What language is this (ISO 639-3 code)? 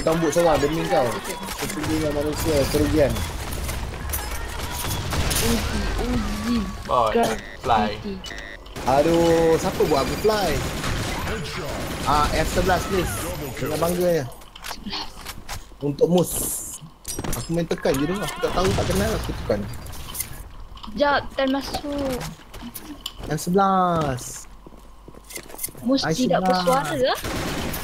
msa